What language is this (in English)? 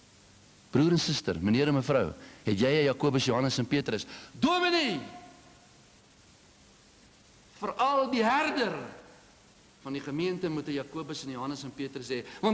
Afrikaans